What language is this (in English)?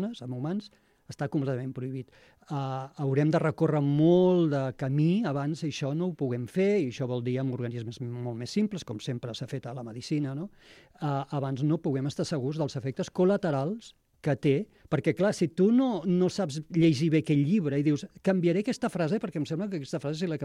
Catalan